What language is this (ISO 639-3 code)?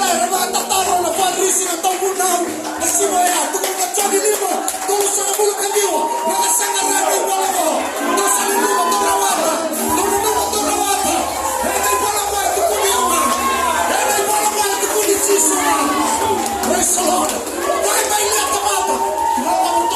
fij